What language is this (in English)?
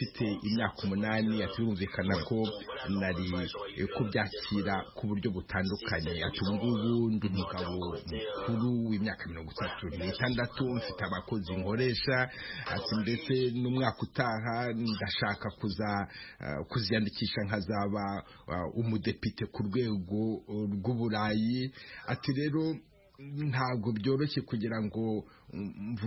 Kinyarwanda